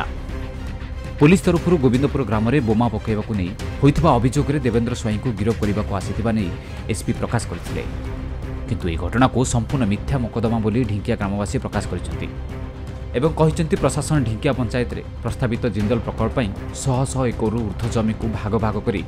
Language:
Odia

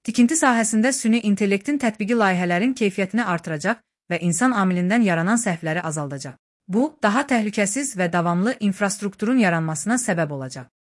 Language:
Azerbaijani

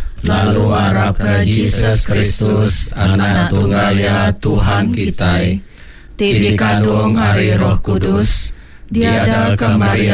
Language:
Iban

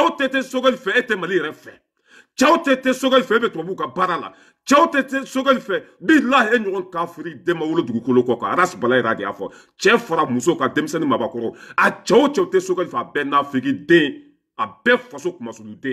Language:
Bambara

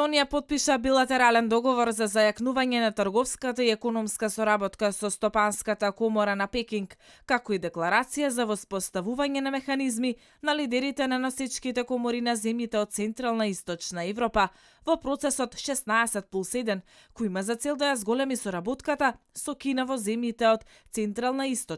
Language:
Macedonian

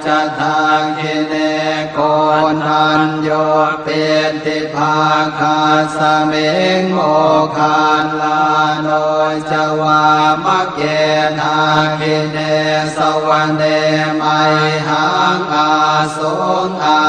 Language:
Pali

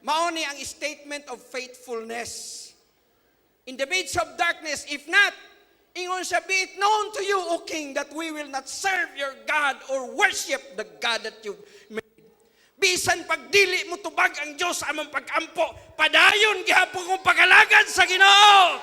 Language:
Cebuano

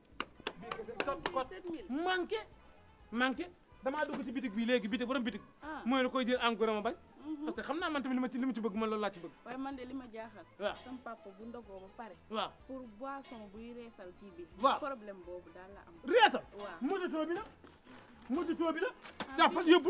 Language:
Wolof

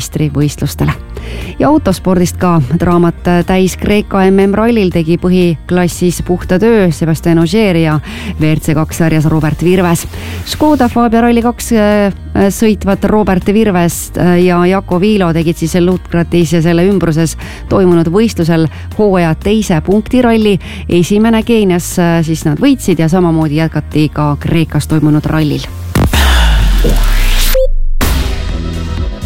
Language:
Estonian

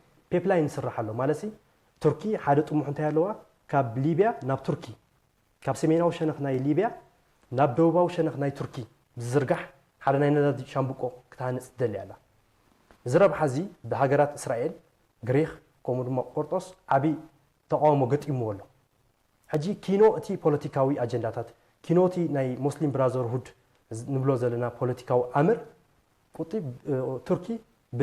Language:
Tigrinya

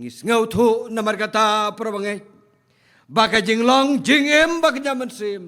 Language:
Khasi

